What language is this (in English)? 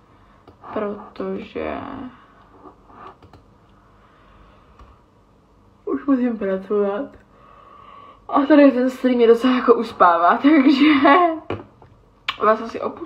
Czech